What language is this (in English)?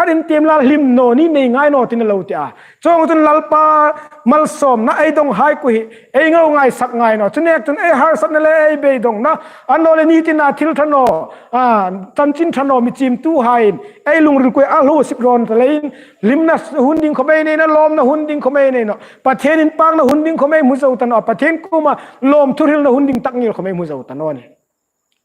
Hmar